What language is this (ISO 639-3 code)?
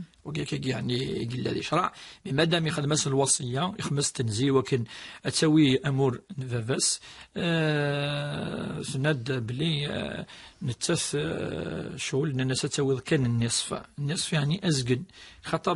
kab